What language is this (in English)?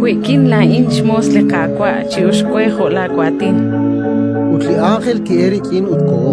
Kekchí